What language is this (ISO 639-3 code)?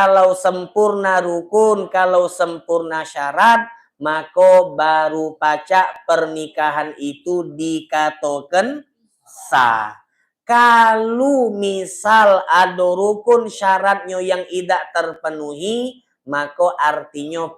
mui